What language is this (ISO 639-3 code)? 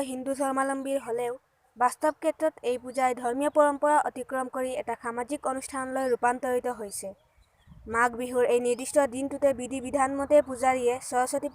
asm